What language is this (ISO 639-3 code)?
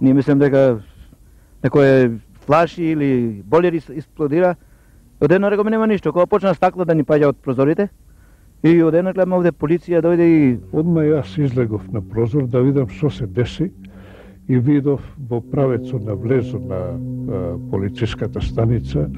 mkd